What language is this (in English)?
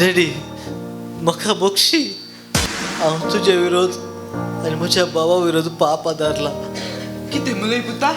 Konkani